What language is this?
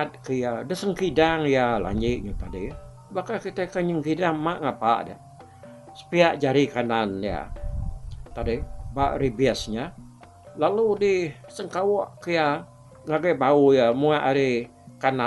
Iban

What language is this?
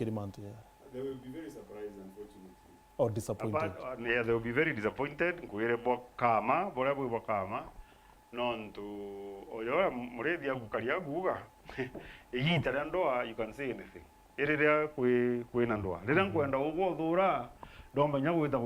Meru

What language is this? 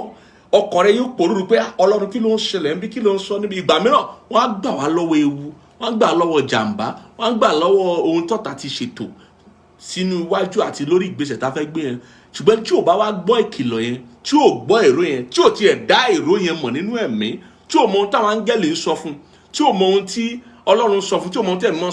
Yoruba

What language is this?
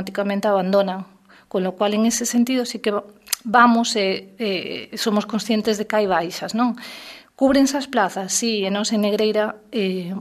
Galician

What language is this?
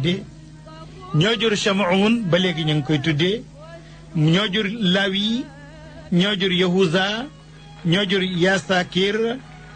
Wolof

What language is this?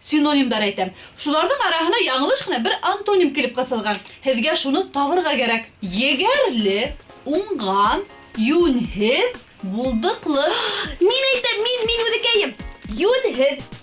Bashkir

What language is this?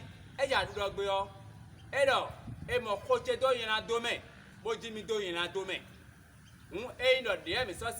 Fon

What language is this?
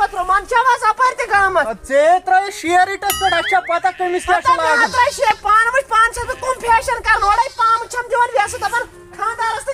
Kashmiri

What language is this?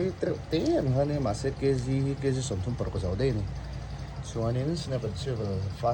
Mizo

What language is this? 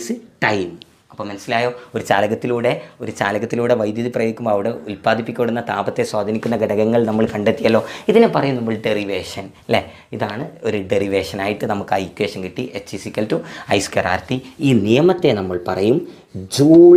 Malayalam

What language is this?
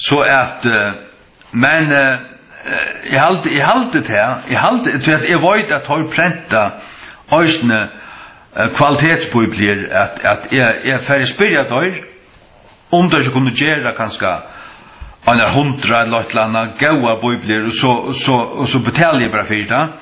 Faroese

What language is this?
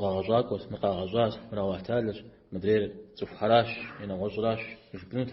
Kabardian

